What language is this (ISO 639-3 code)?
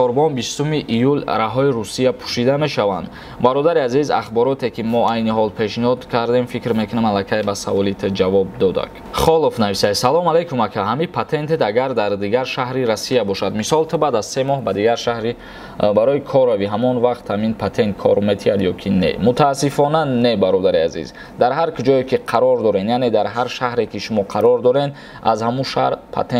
tgk